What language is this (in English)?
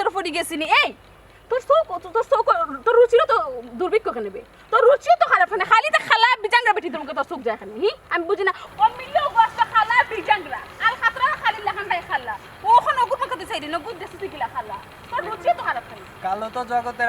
Sylheti